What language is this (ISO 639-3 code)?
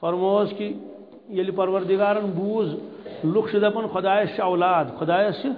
kas